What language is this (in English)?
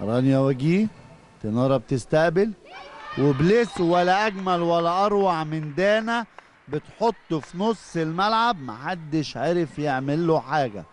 Egyptian Arabic